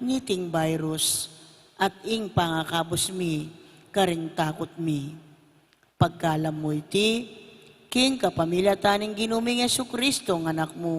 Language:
Pampanga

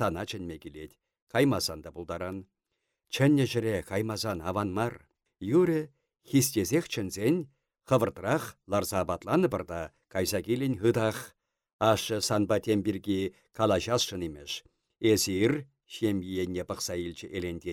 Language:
Chuvash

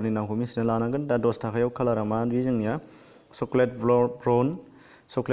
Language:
Bodo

